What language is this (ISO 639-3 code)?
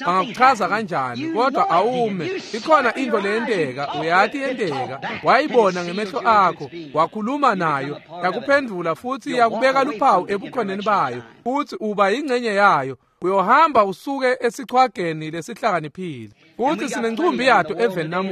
ssw